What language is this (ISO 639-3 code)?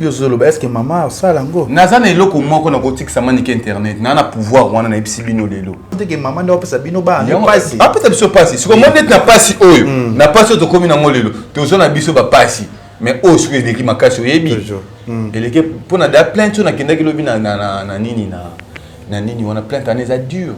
lin